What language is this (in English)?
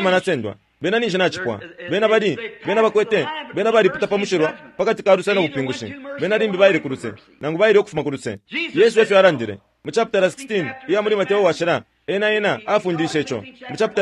Bemba